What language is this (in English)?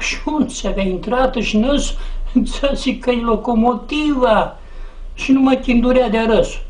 Aromanian